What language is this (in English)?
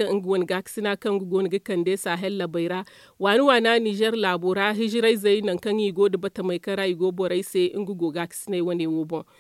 Zarma